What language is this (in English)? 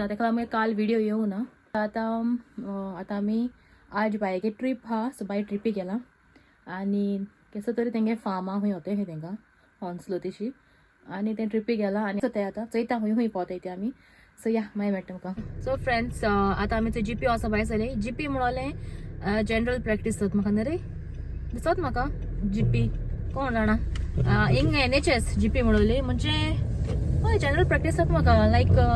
Konkani